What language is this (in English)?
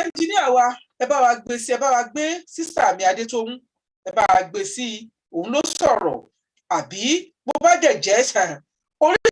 Yoruba